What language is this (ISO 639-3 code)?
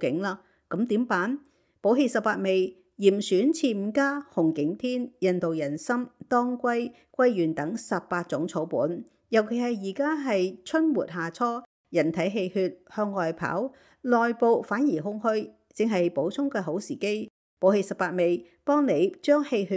yue